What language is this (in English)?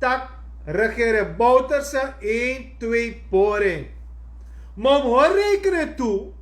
Sranan Tongo